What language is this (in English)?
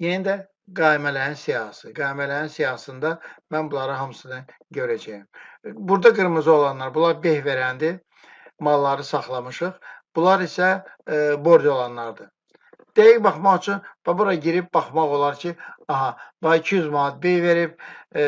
Azerbaijani